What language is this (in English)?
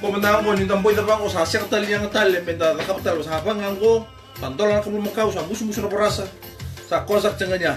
Fijian